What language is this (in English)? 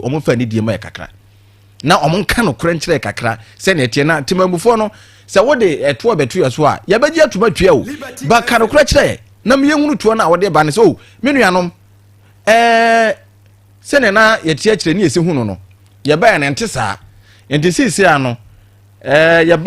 Akan